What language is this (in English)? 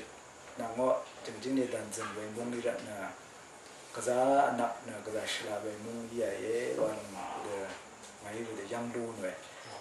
Rawang